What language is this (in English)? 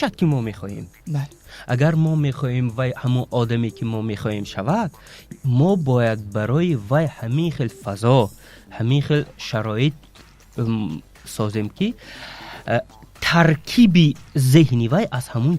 Tajik